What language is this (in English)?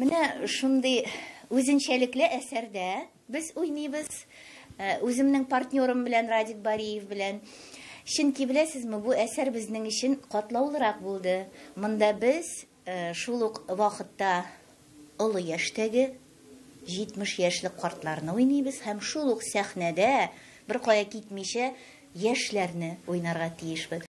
Tatar